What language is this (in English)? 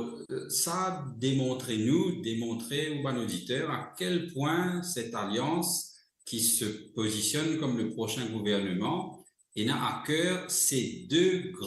Morisyen